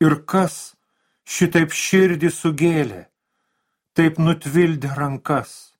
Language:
Lithuanian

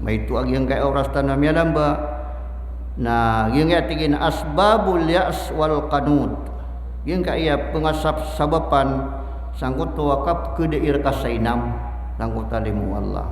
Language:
Maranao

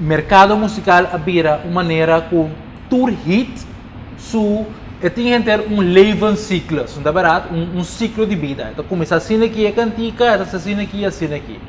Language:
Papiamento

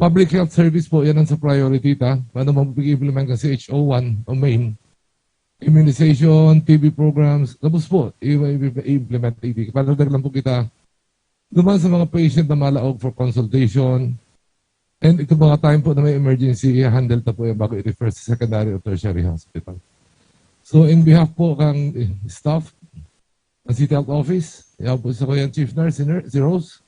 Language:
Bikol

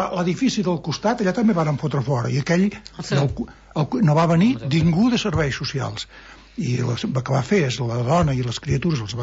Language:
Catalan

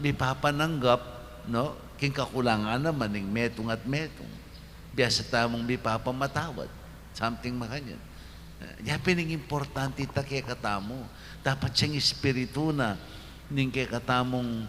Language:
Pampanga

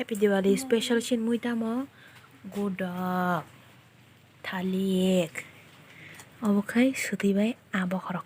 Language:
Kok Borok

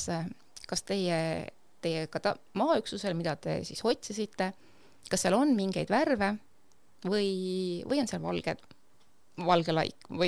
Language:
Estonian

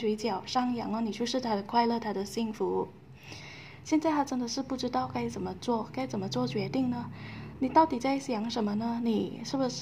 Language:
Chinese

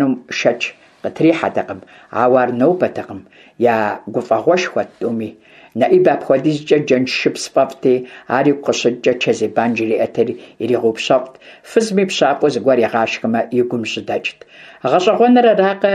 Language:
Kabardian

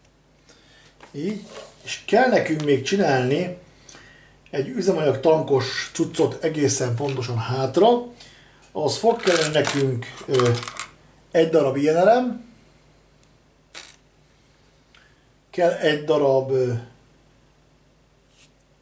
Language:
Hungarian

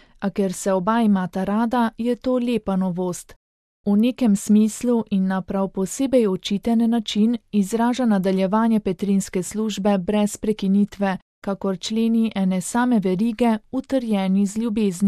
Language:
Slovenian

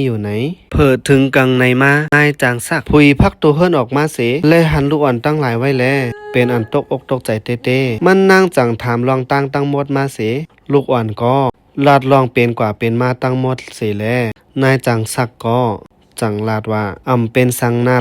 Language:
Shan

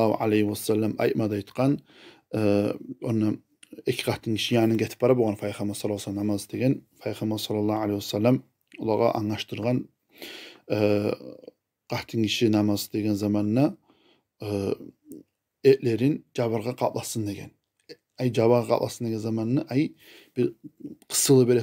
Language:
Kumyk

